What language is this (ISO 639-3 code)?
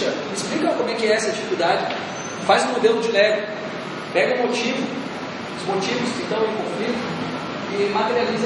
por